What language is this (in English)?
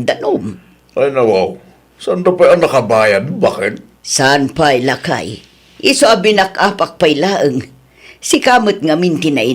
Iloko